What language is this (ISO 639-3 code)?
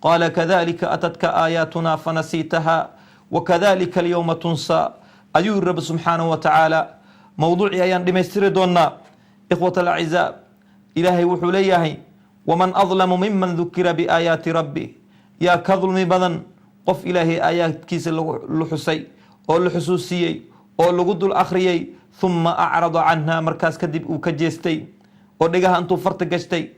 som